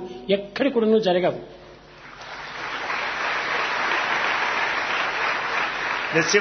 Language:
Telugu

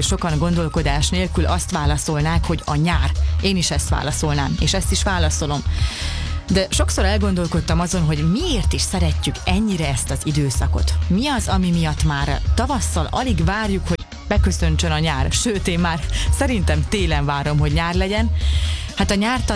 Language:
Hungarian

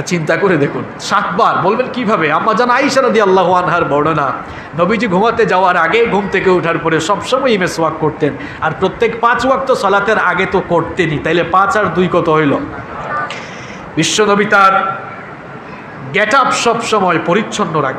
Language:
Bangla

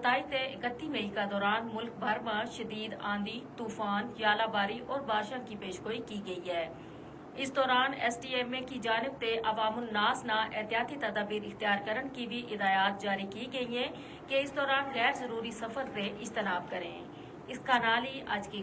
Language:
Gujari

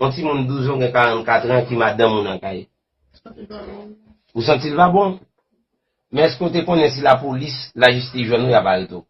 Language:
Haitian Creole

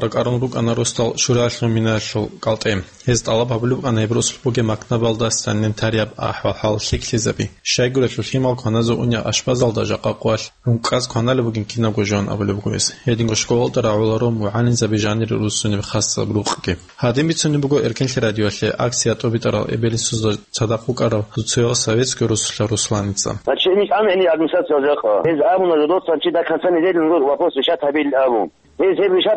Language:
Avaric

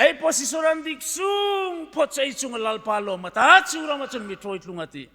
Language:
Hmar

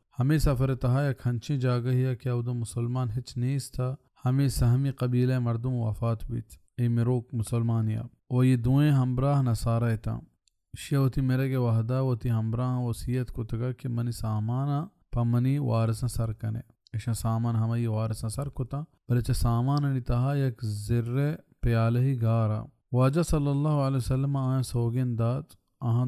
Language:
Baluchi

